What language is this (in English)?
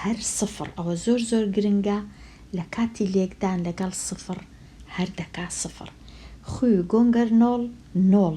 Central Kurdish